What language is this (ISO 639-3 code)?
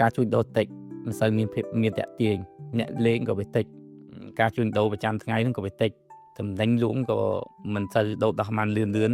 khm